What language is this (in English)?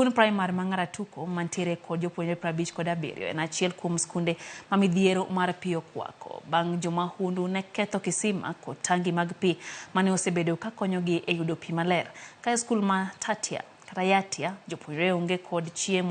Luo (Kenya and Tanzania)